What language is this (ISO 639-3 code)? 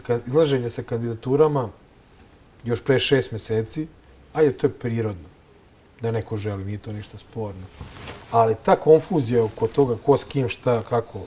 srp